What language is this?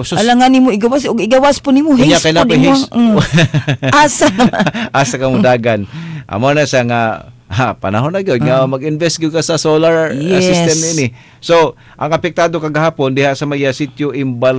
Cebuano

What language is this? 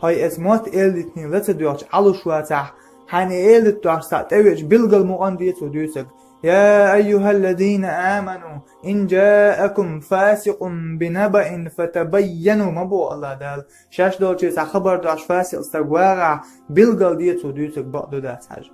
Chechen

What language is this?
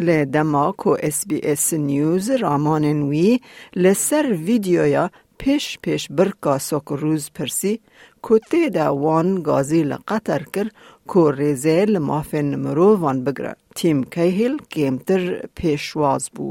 Kurdish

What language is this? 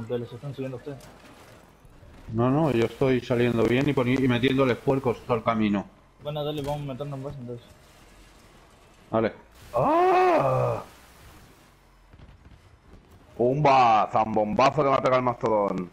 Spanish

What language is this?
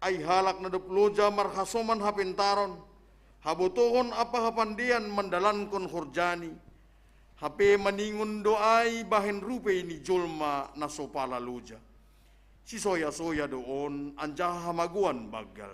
Batak Simalungun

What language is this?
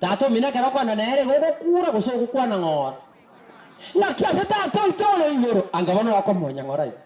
Gusii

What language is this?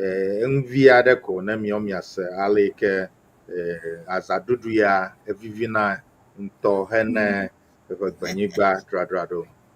Ewe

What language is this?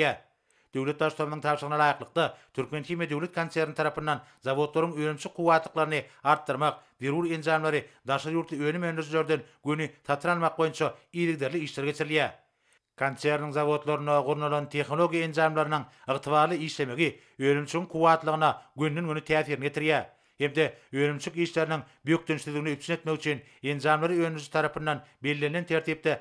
Turkmen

